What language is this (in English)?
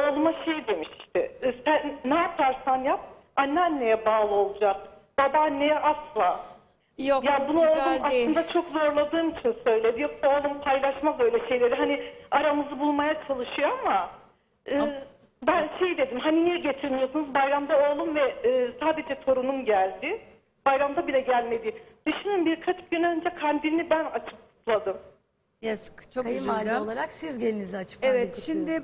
Turkish